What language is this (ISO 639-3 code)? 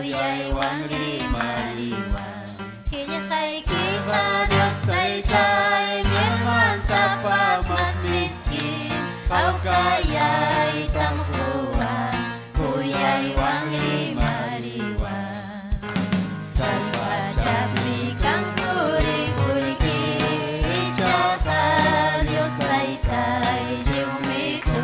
quy